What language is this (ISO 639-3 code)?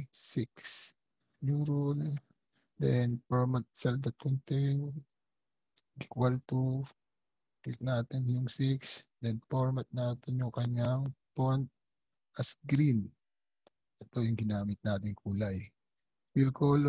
fil